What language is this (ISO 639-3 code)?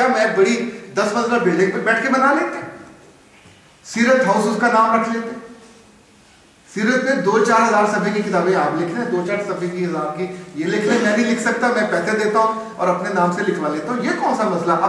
urd